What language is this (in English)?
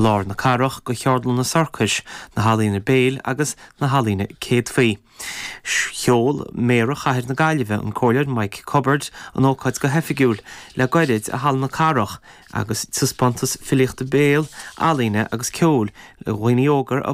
Irish